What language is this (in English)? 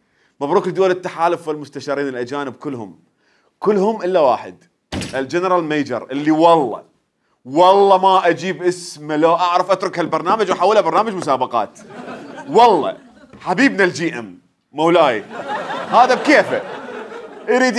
Mesopotamian Arabic